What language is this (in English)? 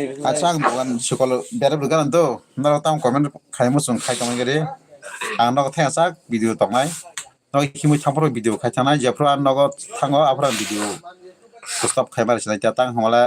Kok Borok